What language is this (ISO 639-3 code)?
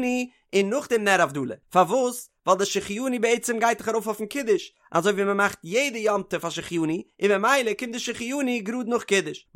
yid